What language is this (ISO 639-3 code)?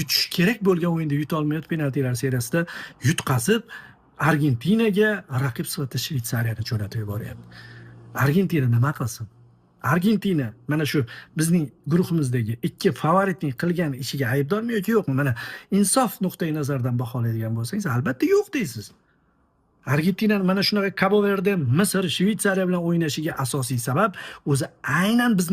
uzb